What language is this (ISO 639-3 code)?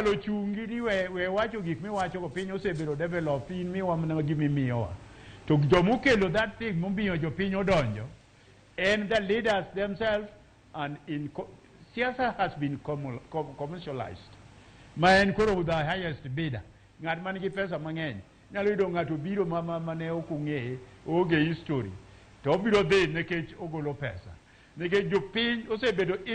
luo